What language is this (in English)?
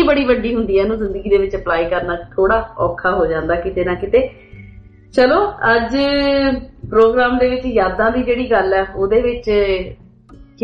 Punjabi